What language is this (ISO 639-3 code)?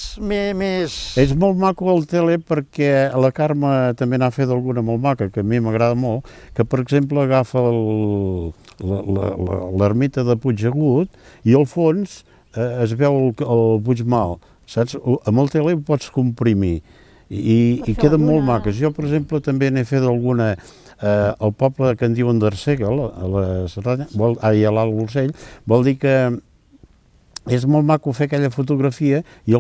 cat